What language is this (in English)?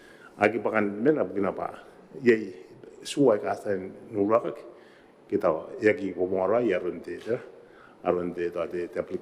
Gilbertese